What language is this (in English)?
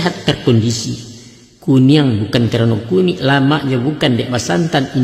Minangkabau